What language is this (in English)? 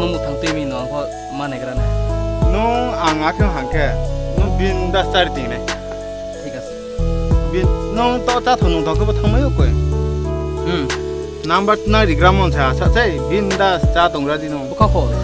Riang (India)